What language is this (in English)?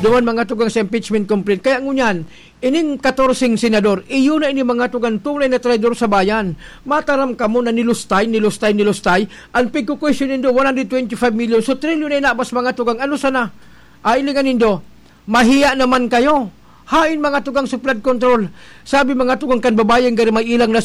Bikol